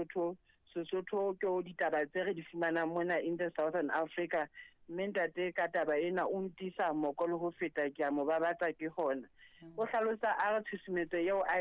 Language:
Southern Sotho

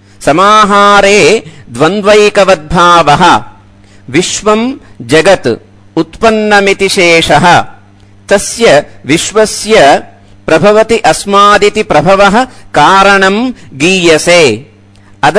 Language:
Sanskrit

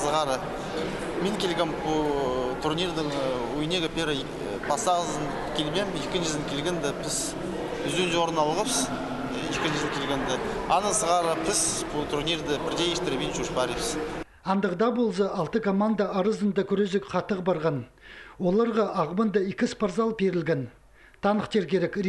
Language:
Khakas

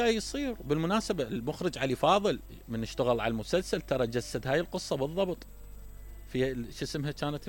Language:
Mesopotamian Arabic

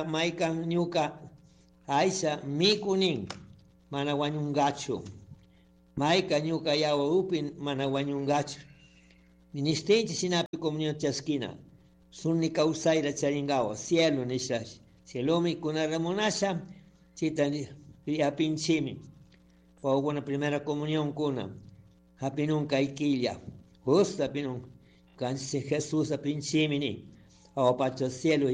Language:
Chimborazo Highland Quichua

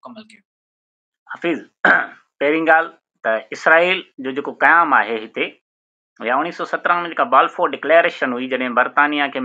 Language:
Sindhi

